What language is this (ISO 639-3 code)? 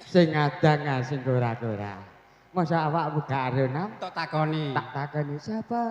jav